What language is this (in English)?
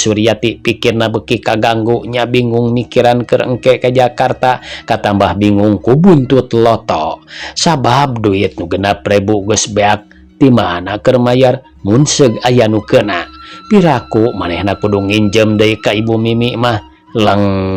Sundanese